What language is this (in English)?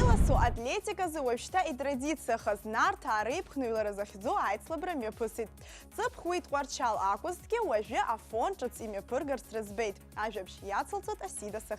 Abkhazian